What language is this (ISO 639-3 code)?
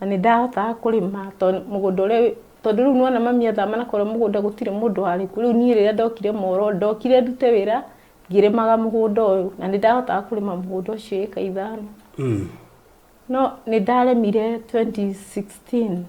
kik